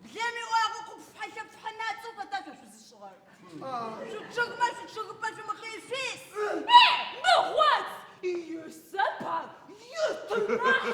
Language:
Adyghe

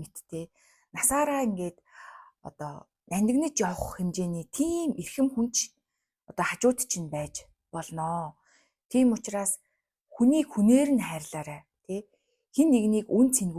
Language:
Mongolian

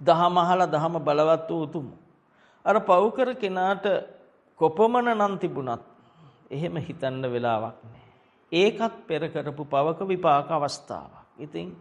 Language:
Sinhala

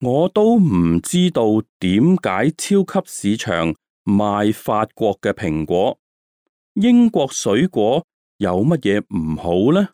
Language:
Cantonese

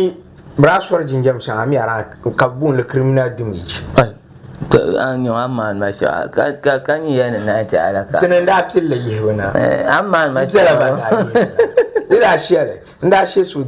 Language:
Dagbani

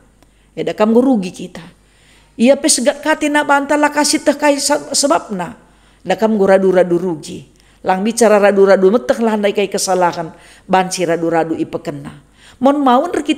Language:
Batak Karo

